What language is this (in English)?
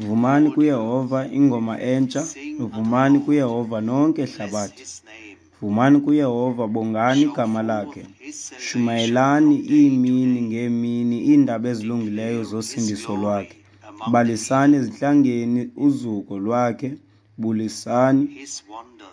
Xhosa